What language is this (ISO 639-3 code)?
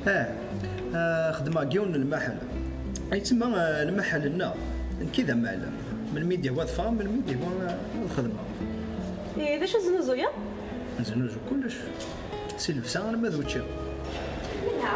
kab